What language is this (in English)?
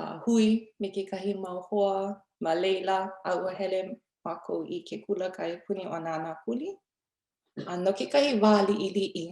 Hawaiian